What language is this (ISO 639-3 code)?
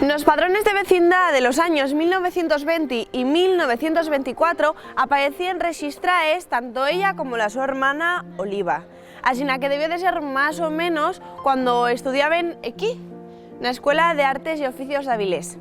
ast